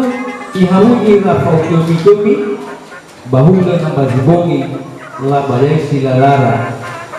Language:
Nias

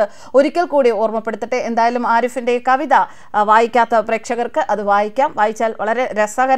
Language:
Malayalam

